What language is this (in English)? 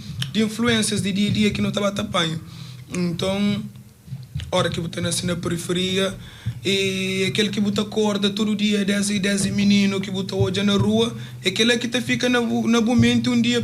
Kabuverdianu